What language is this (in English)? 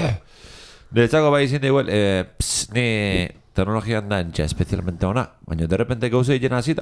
Basque